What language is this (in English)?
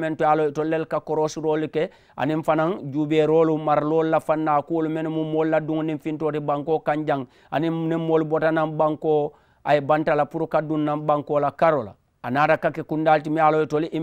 Mandingo